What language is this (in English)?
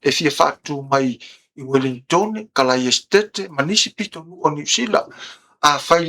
Samoan